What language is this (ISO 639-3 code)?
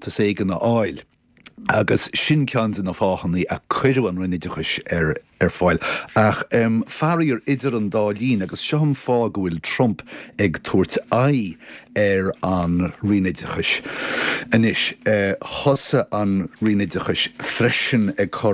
gle